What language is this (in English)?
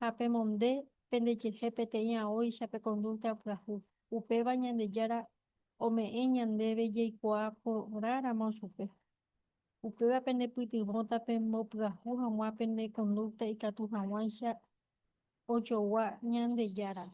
Guarani